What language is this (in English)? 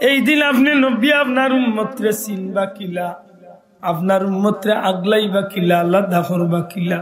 Sylheti